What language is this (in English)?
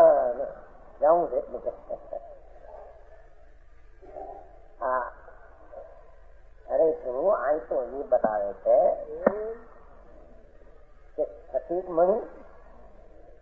Gujarati